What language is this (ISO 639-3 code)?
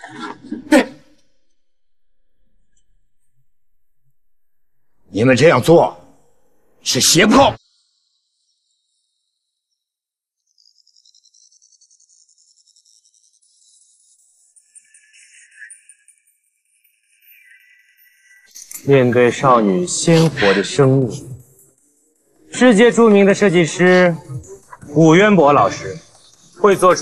zho